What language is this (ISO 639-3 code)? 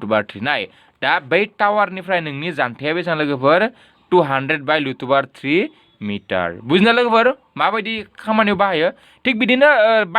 brx